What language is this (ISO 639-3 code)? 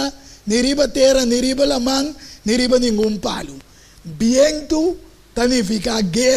pap